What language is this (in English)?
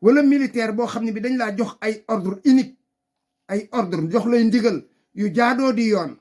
Wolof